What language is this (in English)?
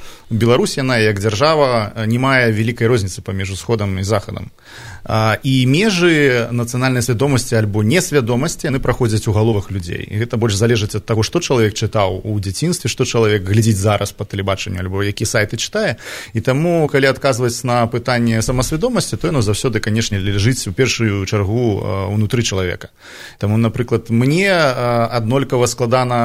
Belarusian